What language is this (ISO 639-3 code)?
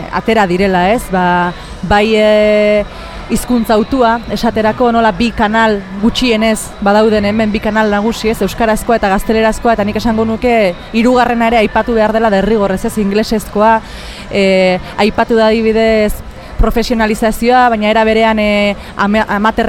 eus